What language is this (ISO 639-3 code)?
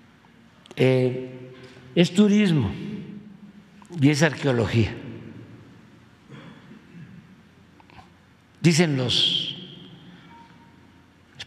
spa